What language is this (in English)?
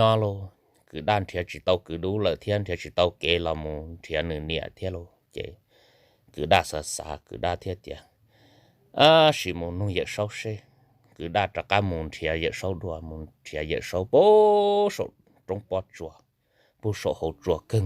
Hmong